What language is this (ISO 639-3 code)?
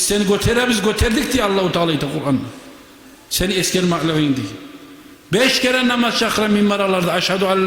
kum